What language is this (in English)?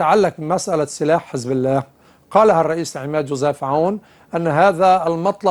Arabic